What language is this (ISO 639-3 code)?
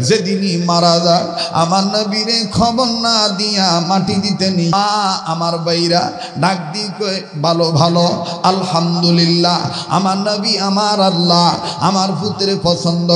ben